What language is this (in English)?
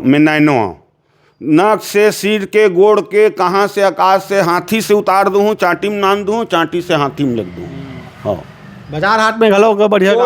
Chhattisgarhi